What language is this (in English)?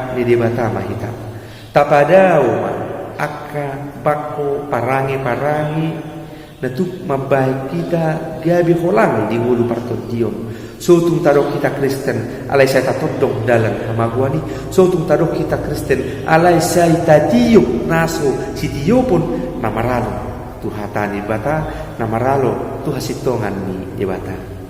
Batak Toba